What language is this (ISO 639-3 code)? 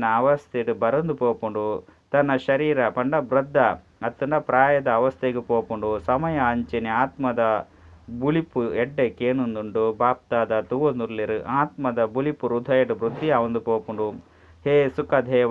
tcy